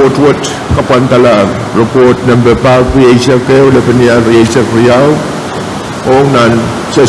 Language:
Pohnpeian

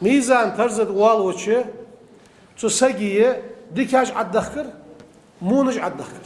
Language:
Ingush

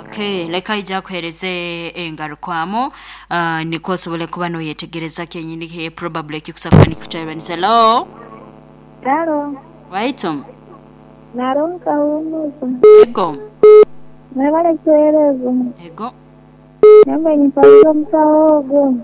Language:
Nyoro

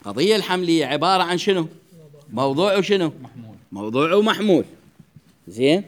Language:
Mesopotamian Arabic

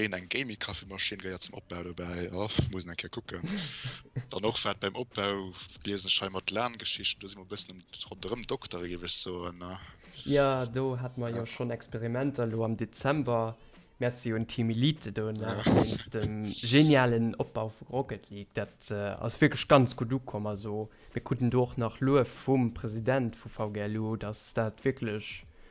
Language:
Luxembourgish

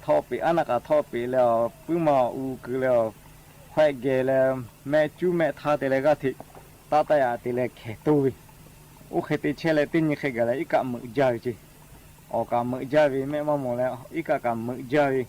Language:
Lahu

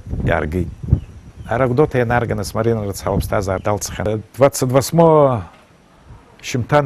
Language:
Abkhazian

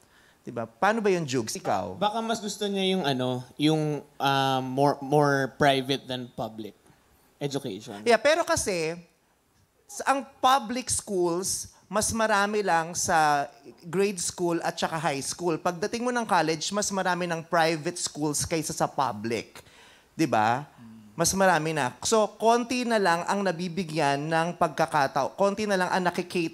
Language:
Filipino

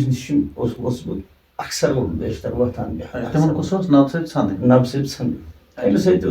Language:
Kashmiri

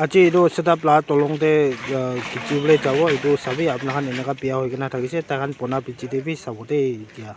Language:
Naga Pidgin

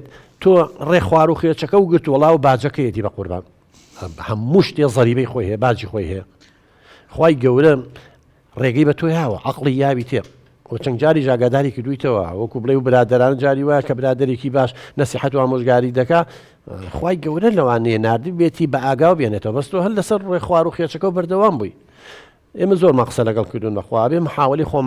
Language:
Central Kurdish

